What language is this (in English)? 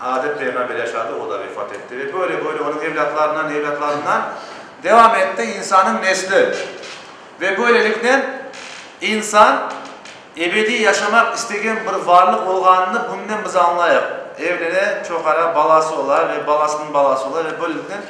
Crimean Tatar